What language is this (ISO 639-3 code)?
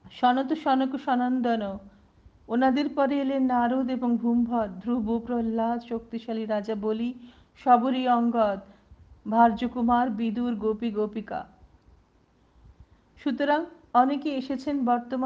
ben